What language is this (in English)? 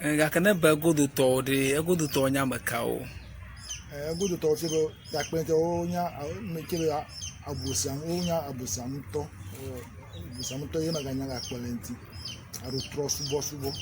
Ewe